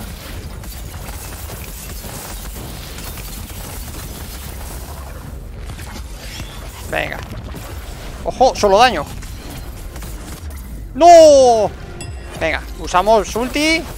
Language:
Spanish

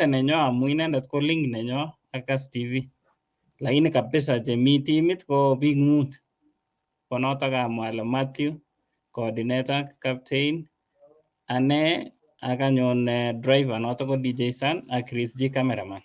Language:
Kalenjin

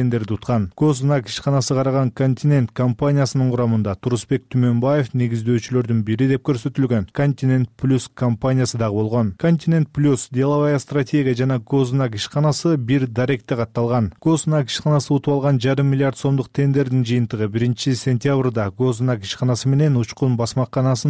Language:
Kyrgyz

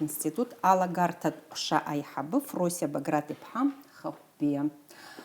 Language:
Abkhazian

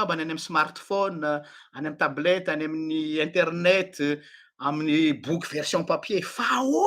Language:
Malagasy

